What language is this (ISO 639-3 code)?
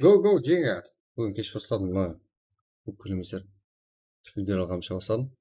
kaa